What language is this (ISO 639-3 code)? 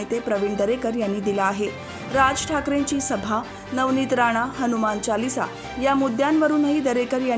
mar